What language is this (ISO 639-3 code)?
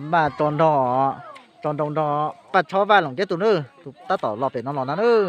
hmn